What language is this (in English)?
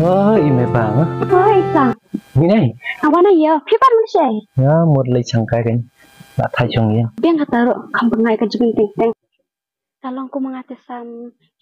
Khasi